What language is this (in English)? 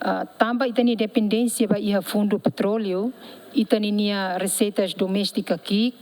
Tetum